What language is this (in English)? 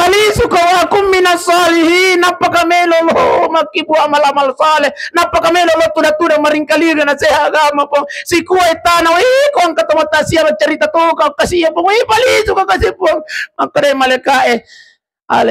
Buginese